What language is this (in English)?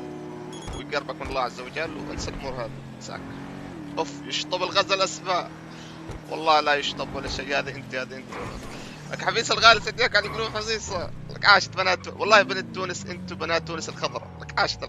North Levantine Arabic